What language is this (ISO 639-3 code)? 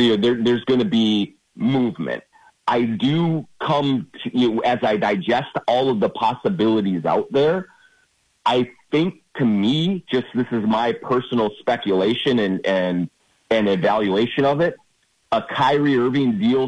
eng